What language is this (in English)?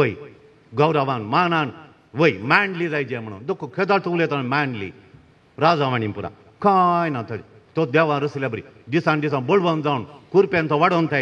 Konkani